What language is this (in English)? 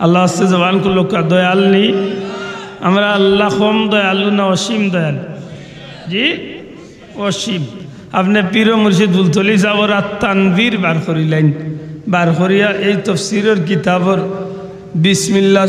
Sylheti